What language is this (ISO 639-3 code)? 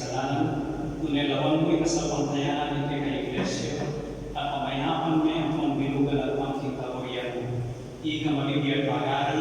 pam